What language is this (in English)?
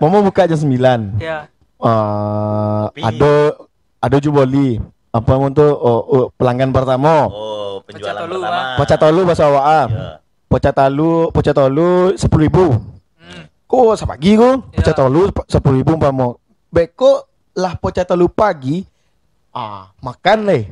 Minangkabau